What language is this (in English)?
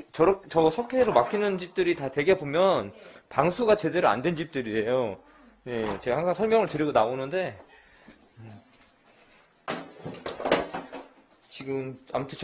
Korean